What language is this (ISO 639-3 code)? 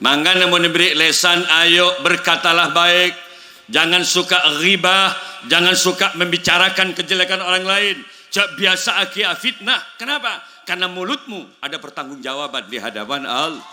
mad